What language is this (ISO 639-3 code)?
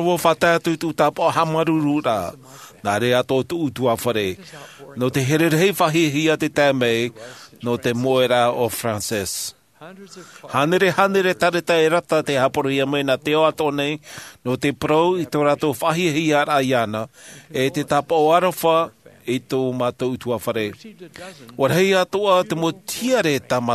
tah